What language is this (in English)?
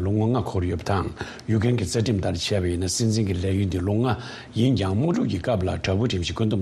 Tibetan